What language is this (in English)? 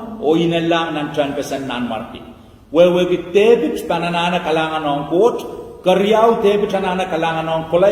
Pohnpeian